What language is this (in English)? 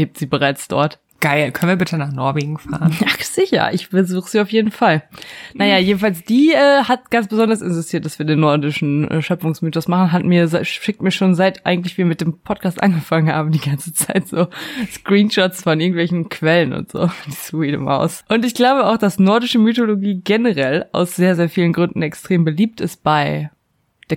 German